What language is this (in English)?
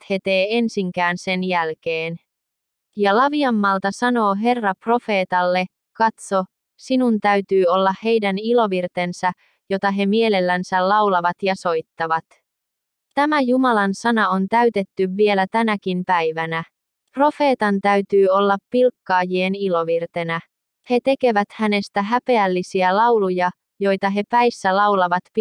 Finnish